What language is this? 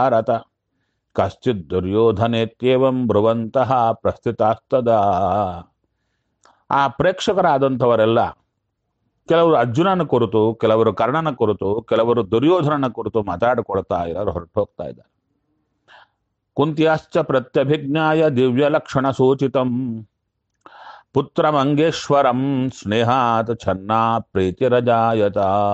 Kannada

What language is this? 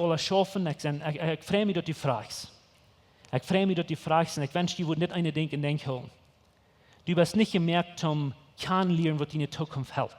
Plautdietsch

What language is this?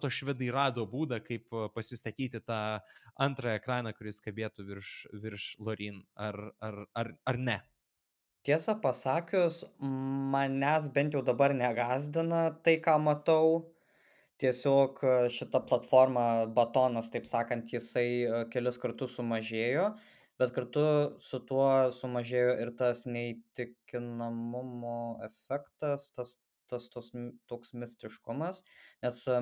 Lithuanian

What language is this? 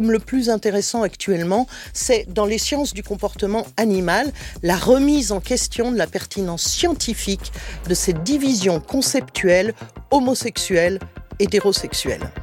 French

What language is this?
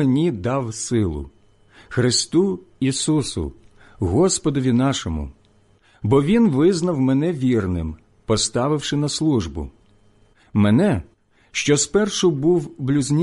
Ukrainian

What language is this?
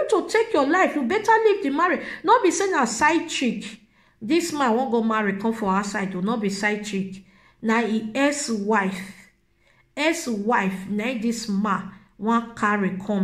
Nigerian Pidgin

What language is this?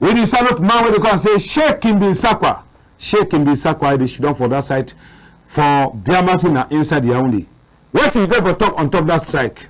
Cameroon Pidgin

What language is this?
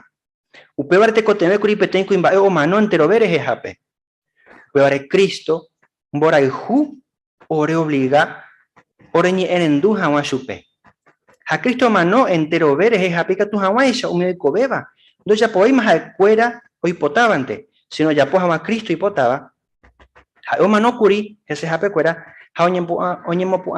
Guarani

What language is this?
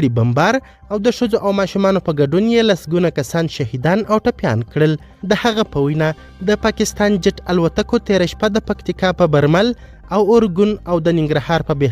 Pashto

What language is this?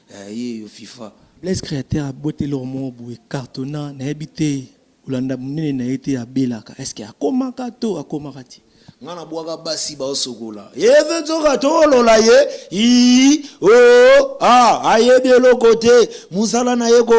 Lingala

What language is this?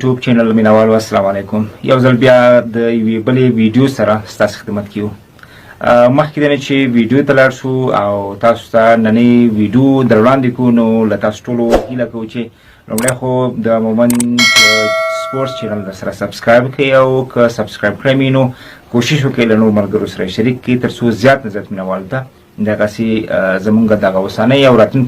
Pashto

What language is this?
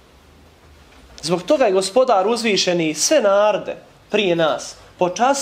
Bosnian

